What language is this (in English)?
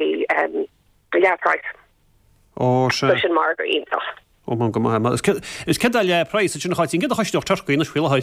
Irish